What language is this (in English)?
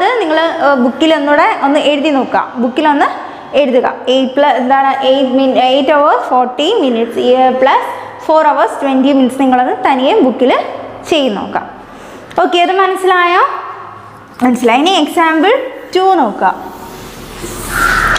Malayalam